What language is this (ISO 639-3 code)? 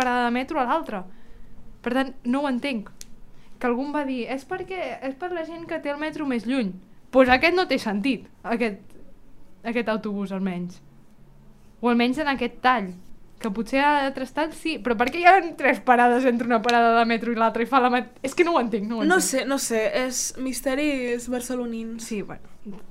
cat